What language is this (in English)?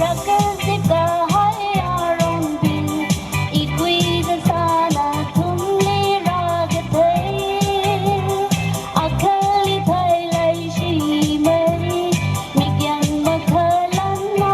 Tangkhul Naga (India)